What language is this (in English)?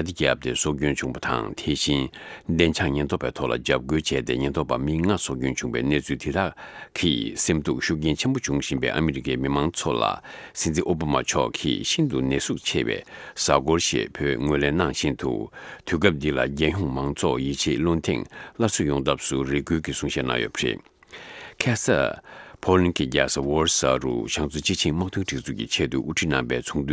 Tibetan